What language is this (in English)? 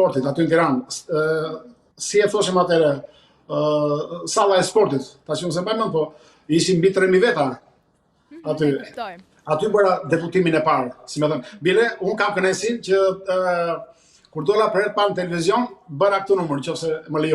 Albanian